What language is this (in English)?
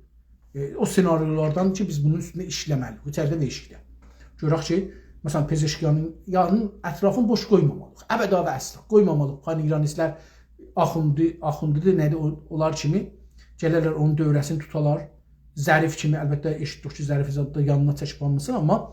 South Azerbaijani